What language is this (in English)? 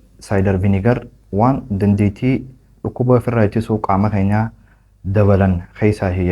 Oromo